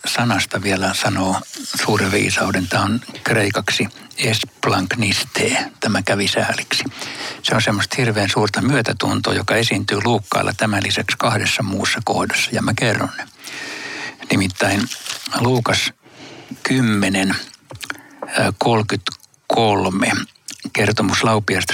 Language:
Finnish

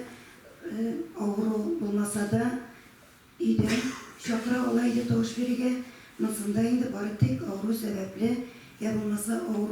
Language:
Tatar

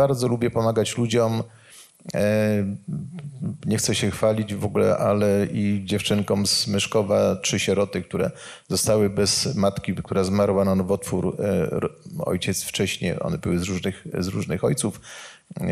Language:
Polish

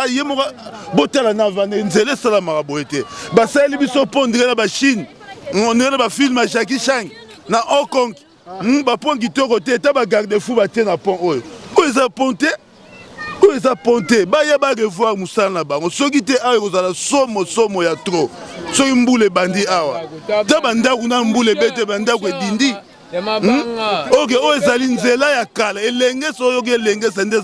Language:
Lingala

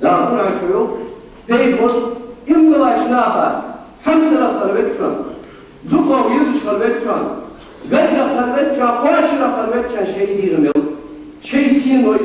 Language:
Ingush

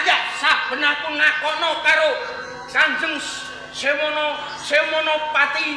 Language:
Javanese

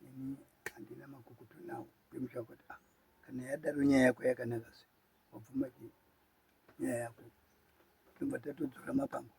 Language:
Shona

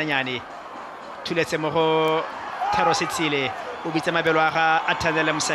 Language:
Tswana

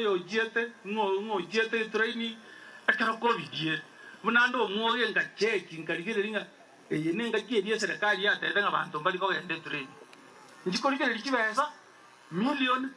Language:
Gusii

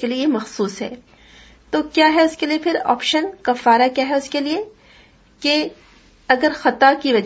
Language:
Urdu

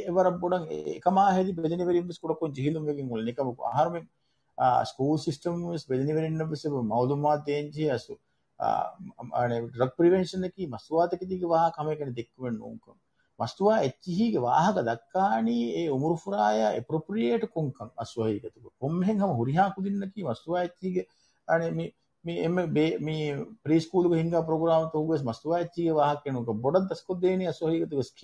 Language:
Divehi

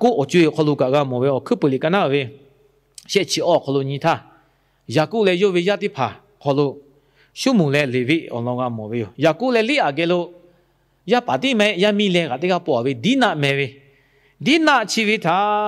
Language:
Lahu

